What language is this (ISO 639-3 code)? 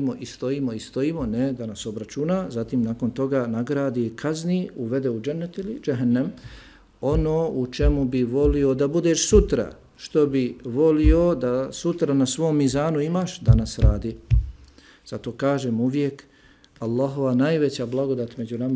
bos